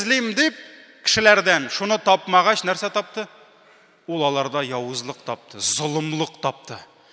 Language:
Tatar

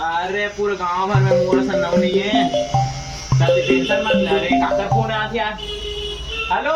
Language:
Chhattisgarhi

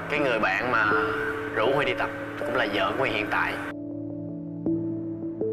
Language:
Vietnamese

